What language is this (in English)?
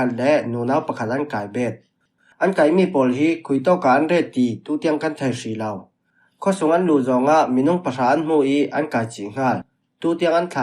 Falam Chin